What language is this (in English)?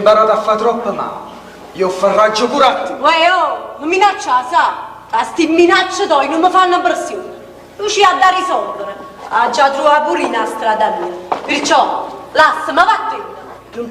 Neapolitan